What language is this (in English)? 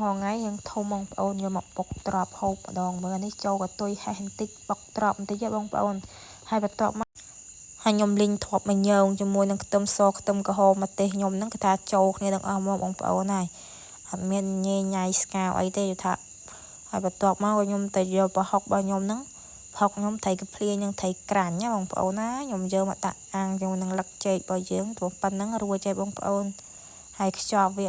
Khmer